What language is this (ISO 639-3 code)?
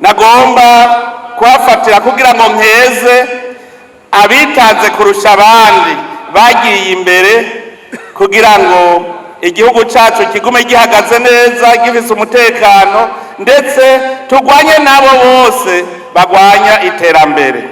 run